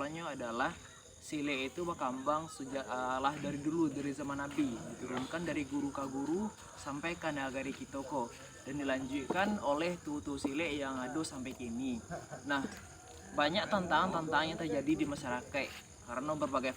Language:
Minangkabau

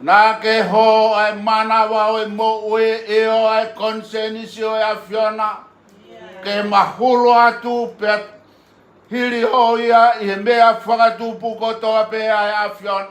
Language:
Tongan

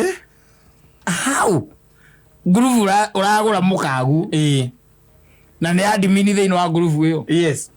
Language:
Kikuyu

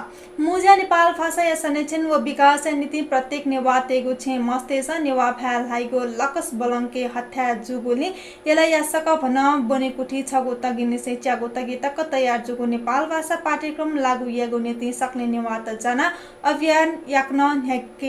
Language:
Newari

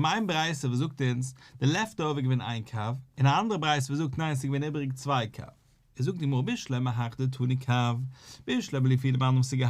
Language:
Yiddish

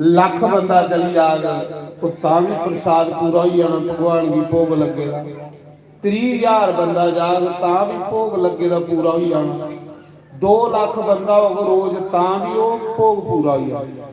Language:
Dogri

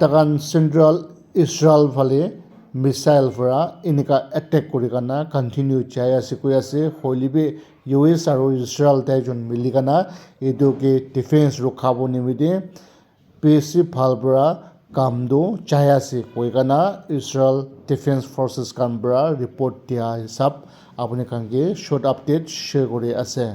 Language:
Naga Pidgin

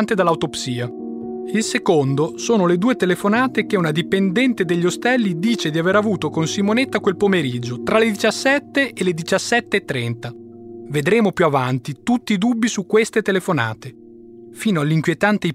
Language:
Italian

